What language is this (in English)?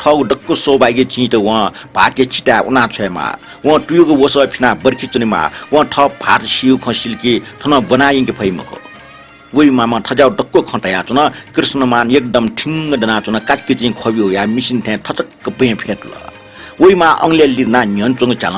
Newari